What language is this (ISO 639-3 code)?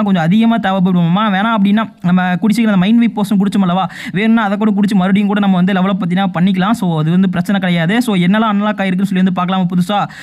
tam